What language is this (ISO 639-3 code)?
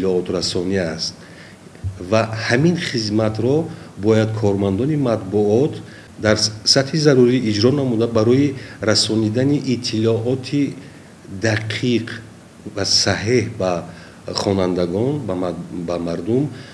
tgk